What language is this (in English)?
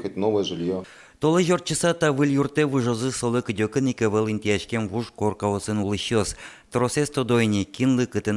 Udmurt